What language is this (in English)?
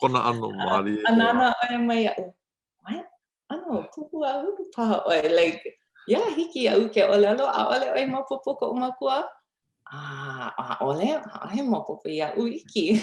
Hawaiian